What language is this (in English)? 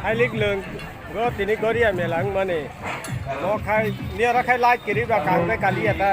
Kok Borok